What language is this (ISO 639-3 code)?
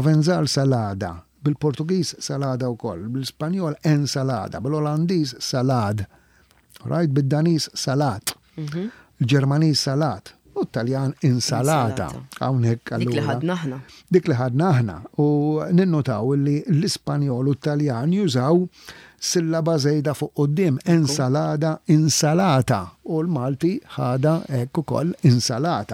mlt